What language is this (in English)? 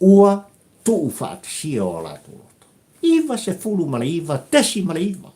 Samoan